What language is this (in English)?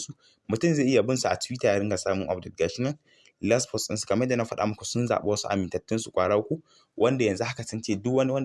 Hausa